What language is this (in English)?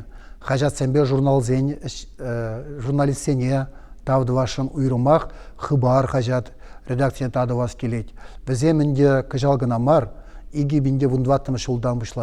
Chuvash